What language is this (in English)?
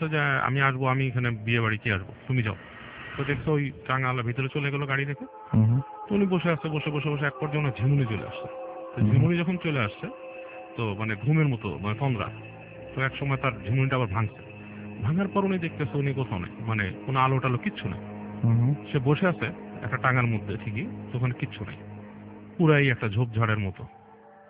Bangla